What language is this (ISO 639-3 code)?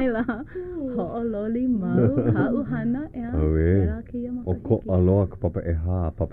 haw